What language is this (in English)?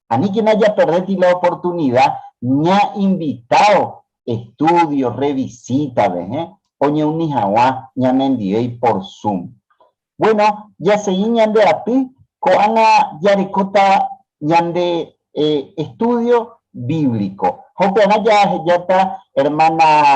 Guarani